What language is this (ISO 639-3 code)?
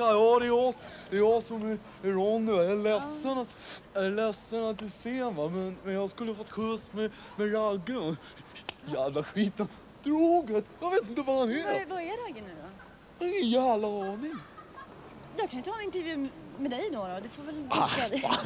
swe